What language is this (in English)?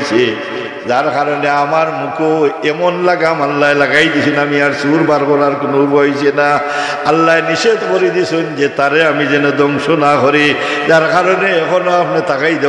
Sylheti